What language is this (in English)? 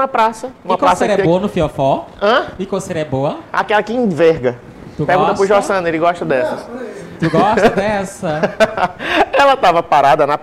Portuguese